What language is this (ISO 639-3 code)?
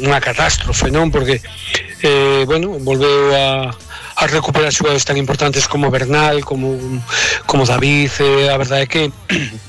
glg